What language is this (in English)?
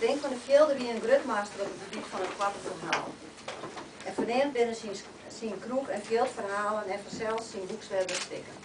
Western Frisian